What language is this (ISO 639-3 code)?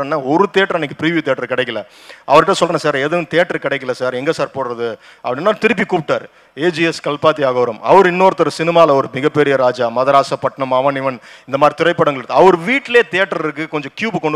tam